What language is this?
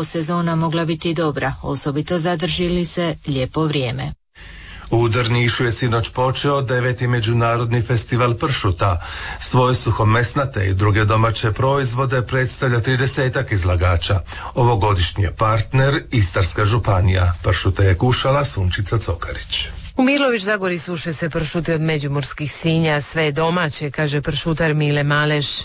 Croatian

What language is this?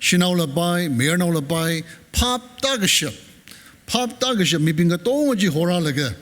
Tangkhul Naga (India)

